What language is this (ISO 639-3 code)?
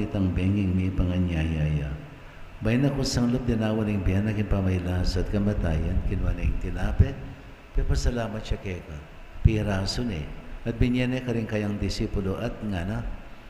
pam